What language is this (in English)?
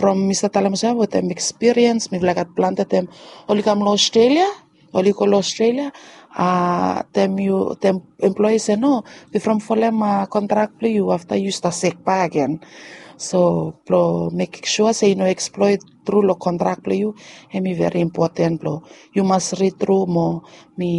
Bislama